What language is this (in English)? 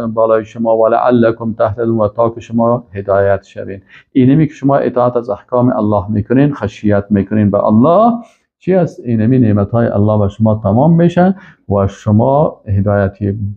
Persian